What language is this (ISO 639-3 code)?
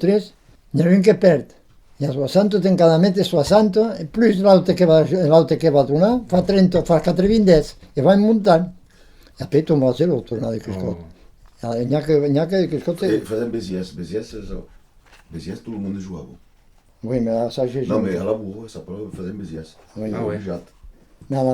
oci